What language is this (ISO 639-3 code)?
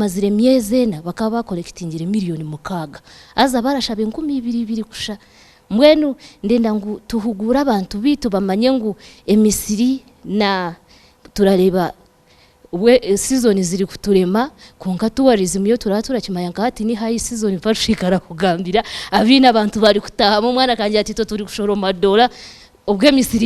nyn